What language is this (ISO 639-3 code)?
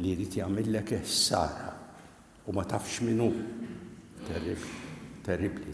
mlt